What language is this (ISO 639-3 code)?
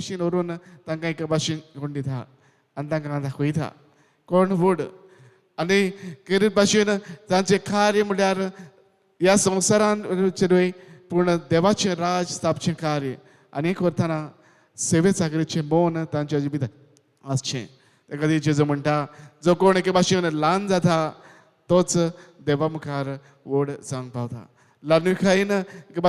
kok